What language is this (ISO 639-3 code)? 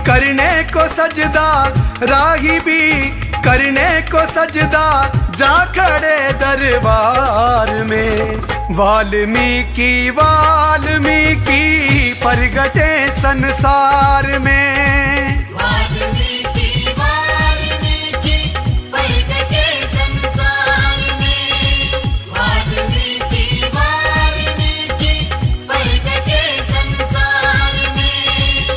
hin